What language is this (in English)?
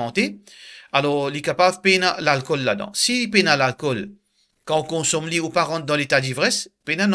Morisyen